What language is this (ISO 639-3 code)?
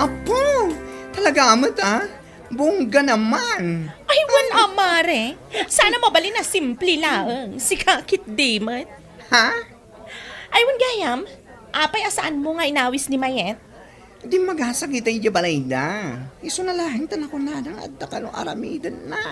ilo